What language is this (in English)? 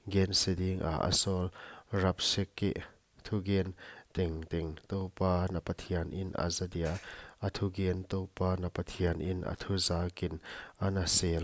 Paite Chin